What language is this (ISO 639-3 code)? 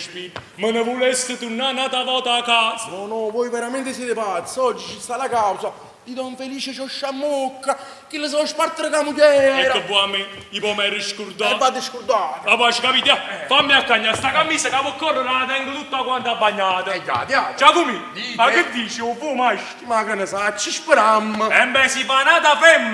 nap